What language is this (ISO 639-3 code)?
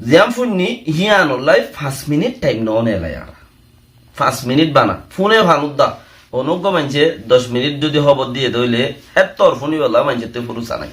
rhg